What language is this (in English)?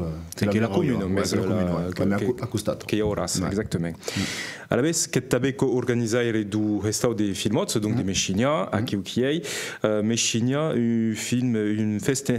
Occitan